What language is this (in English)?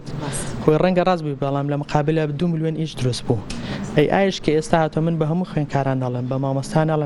Central Kurdish